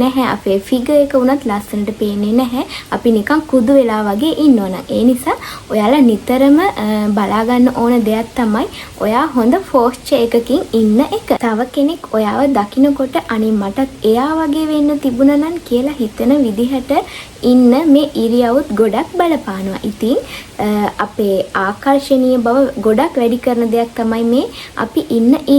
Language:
Sinhala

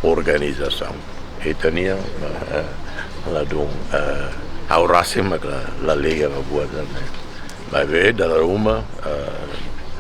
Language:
Tetum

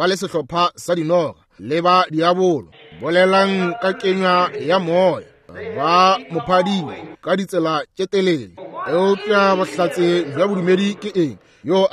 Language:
Northern Sotho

